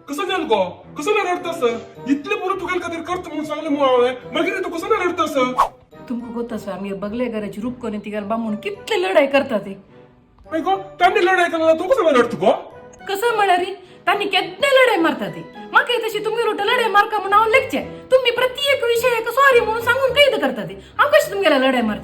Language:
Konkani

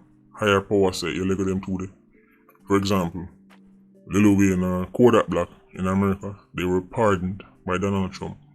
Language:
Jamaican Creole English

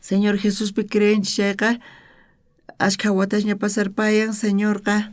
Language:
South Bolivian Quechua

